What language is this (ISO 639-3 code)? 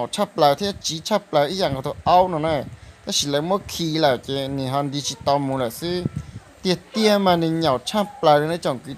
hmn